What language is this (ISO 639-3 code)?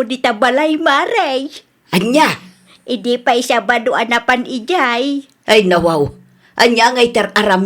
ilo